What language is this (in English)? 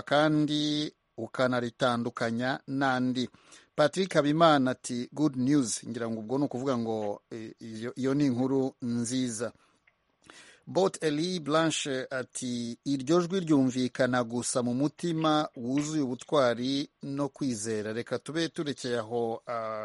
Kinyarwanda